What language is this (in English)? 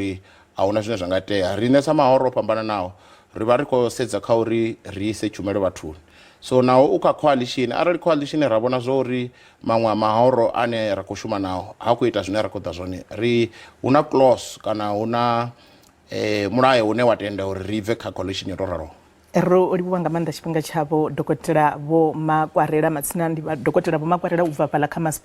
Venda